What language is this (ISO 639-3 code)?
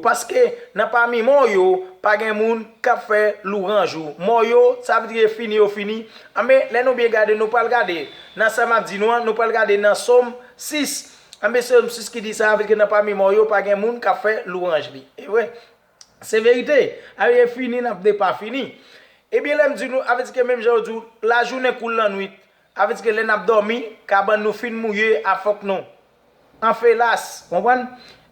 hat